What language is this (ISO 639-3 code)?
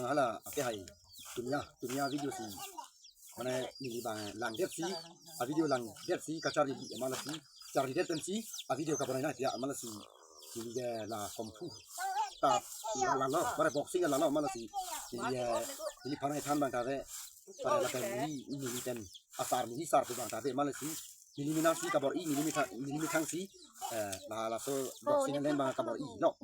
mjw